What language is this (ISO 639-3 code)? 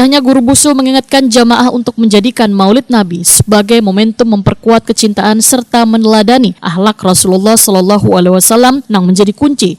bjn